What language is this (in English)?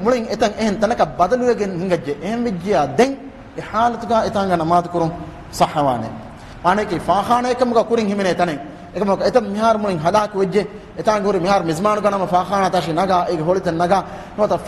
Divehi